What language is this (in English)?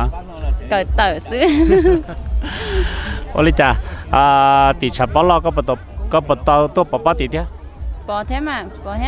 Vietnamese